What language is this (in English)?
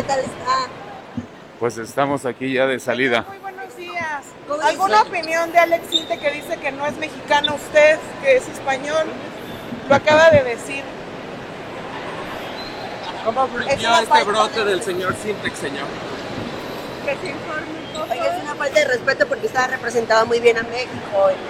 Spanish